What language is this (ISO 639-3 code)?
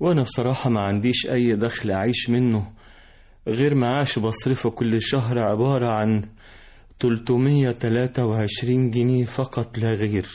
arz